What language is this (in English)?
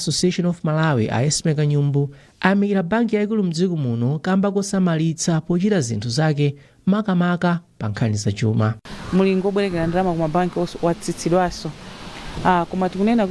Nyanja